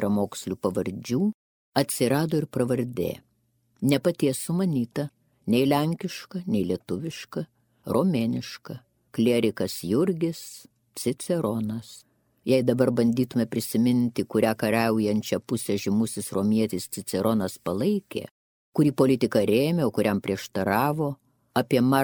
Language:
Lithuanian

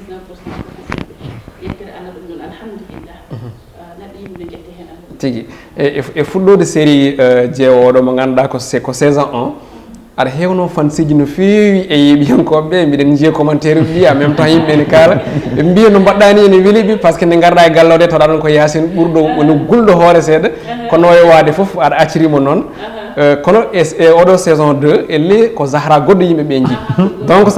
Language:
Fula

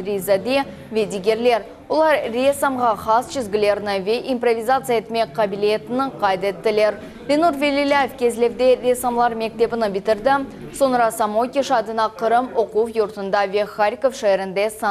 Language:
Crimean Tatar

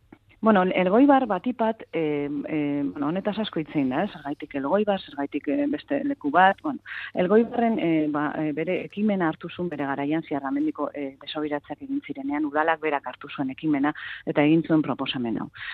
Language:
Basque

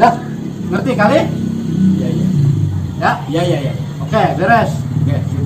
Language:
Betawi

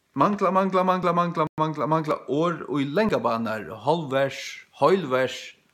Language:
Faroese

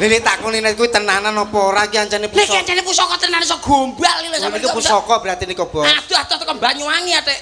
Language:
Javanese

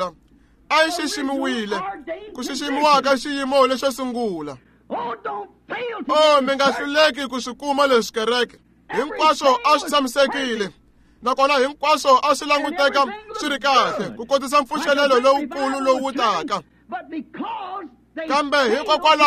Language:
Tsonga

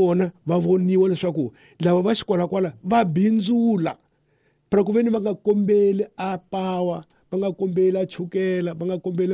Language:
Tsonga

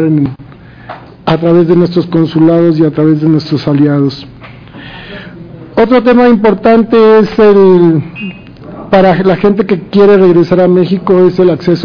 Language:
Spanish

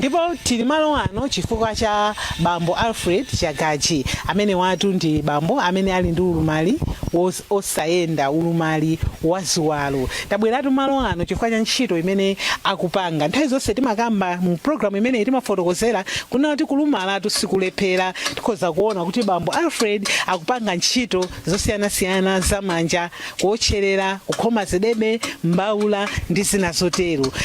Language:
Nyanja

